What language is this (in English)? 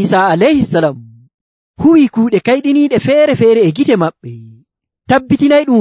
Nigerian Fulfulde